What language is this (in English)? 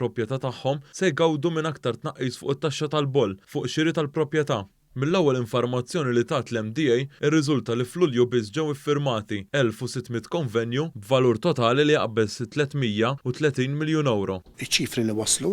Maltese